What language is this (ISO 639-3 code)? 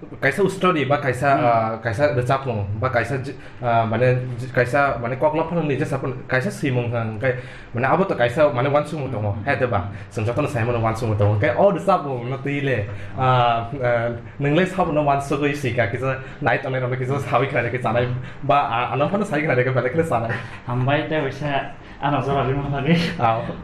trp